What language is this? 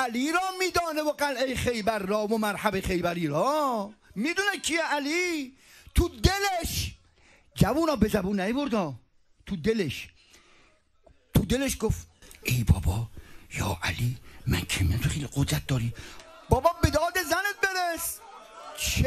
Persian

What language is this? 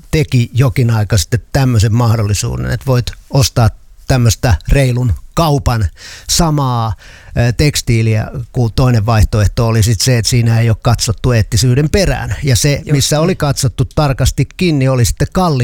Finnish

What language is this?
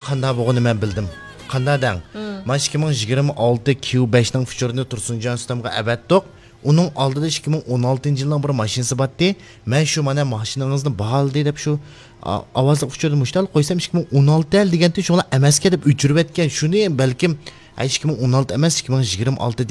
Uyghur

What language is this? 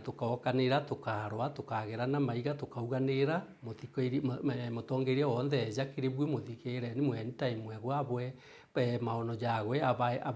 Meru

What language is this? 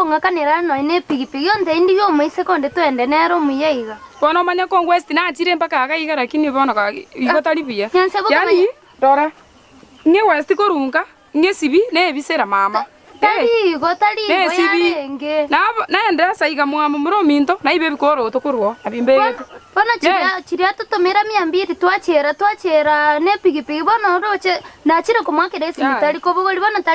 Gusii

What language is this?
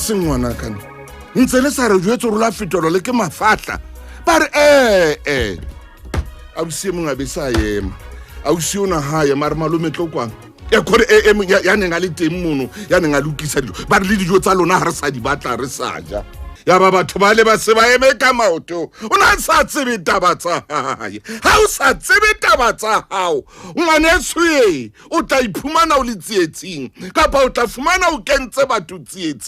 Southern Sotho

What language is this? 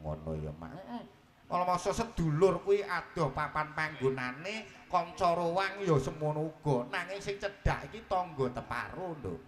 Javanese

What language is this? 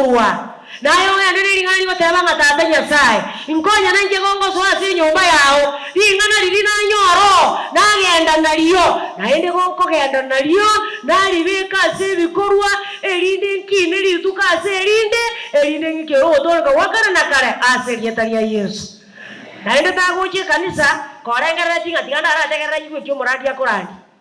Gusii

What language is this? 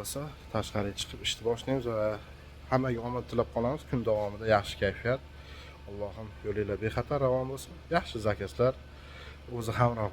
Uzbek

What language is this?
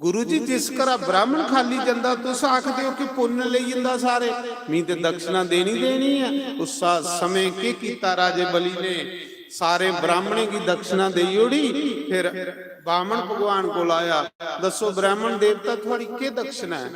Dogri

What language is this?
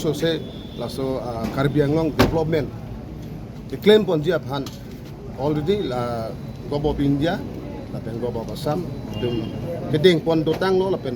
Karbi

